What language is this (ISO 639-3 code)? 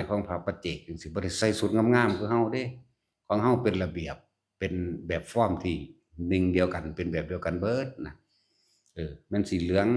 tts